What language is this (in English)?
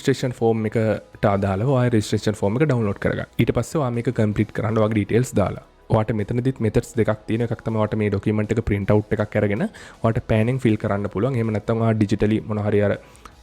Sinhala